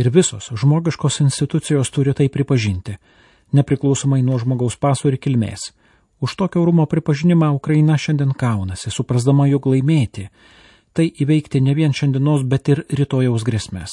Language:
Lithuanian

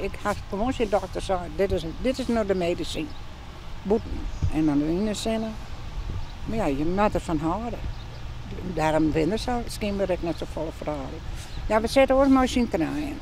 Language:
Western Frisian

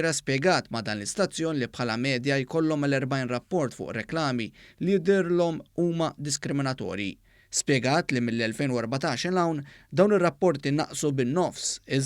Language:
Maltese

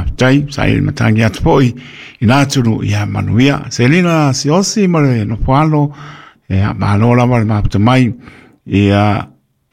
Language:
Samoan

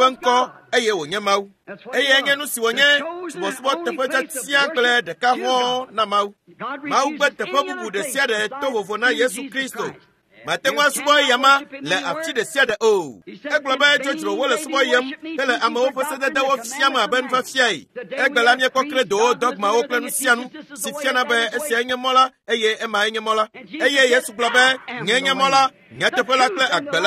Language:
Ewe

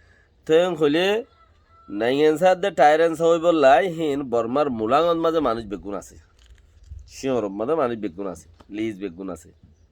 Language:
Rohingya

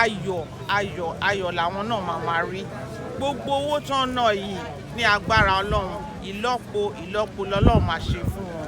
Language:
Yoruba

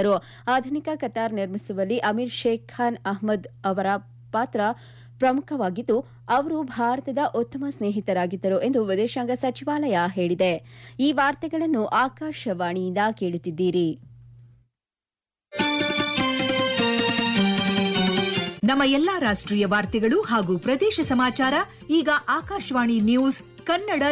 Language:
Kannada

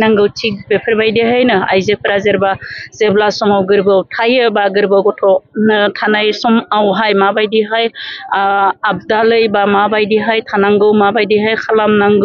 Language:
Bodo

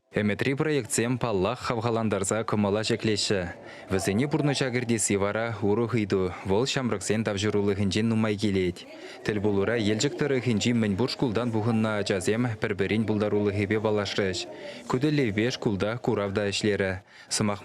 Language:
Chuvash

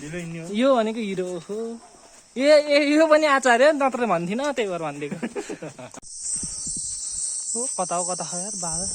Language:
Nepali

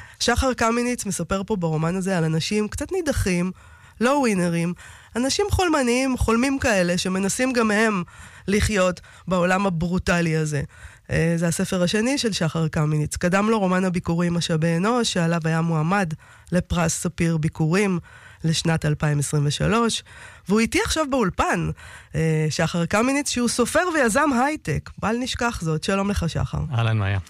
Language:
Hebrew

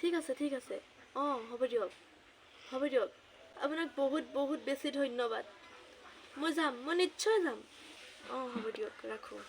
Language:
Assamese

